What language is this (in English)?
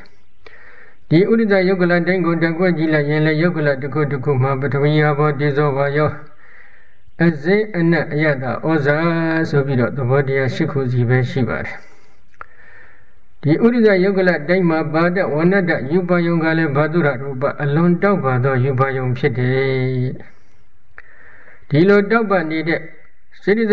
Burmese